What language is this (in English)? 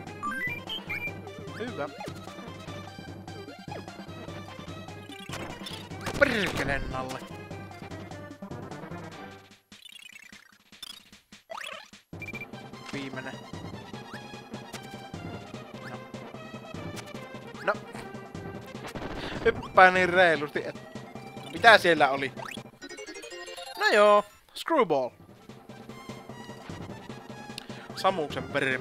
Finnish